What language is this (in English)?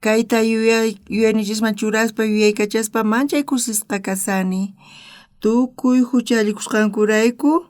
South Bolivian Quechua